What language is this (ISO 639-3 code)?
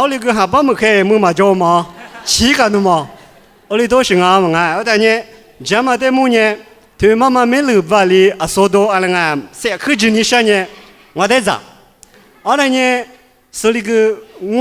lis